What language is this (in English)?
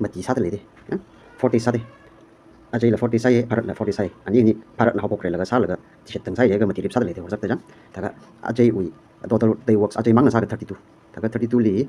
Tangkhul Naga (India)